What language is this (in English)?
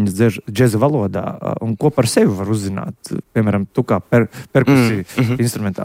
Latvian